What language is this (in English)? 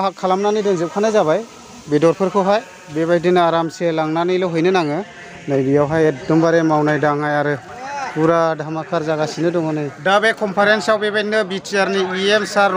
Bodo